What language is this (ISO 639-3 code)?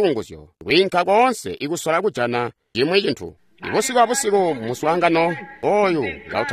toi